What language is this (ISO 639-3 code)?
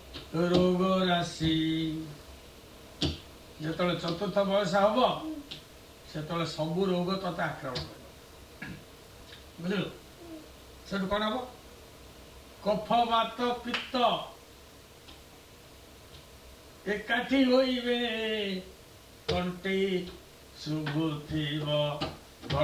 ori